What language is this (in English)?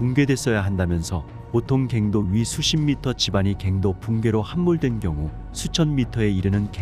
Korean